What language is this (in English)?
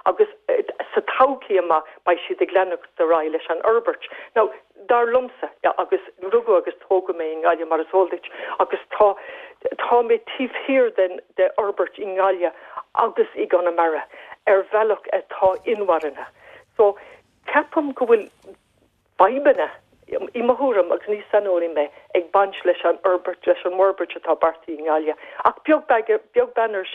Irish